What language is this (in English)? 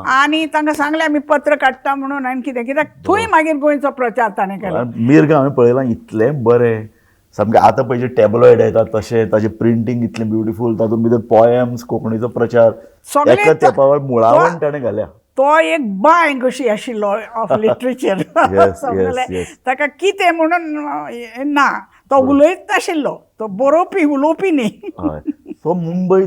Konkani